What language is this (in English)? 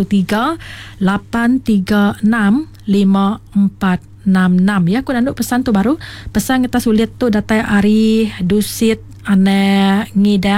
Iban